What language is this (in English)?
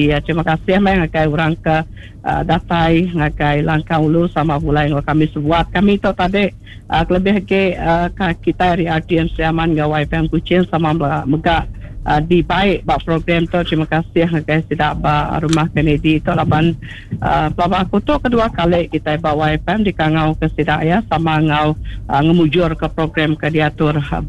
Iban